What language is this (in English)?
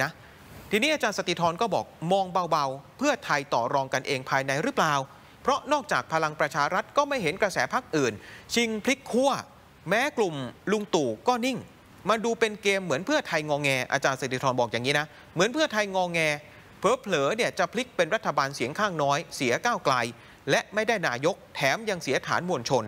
Thai